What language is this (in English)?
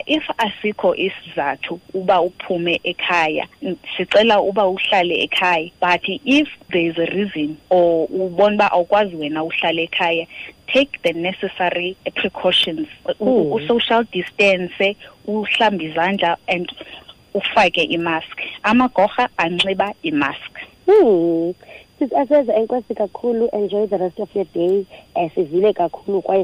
Xhosa